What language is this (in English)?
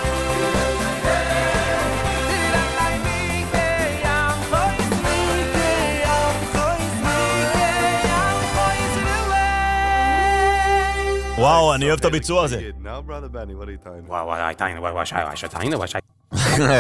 Hebrew